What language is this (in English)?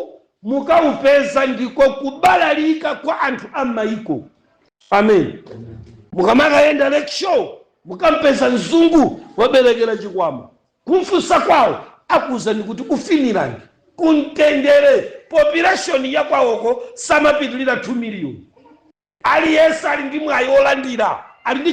Nyanja